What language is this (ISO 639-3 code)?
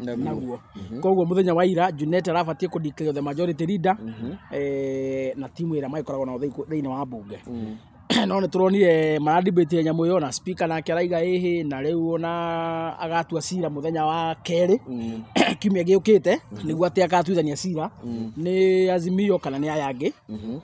kik